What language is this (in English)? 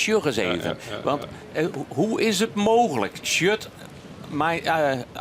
Western Frisian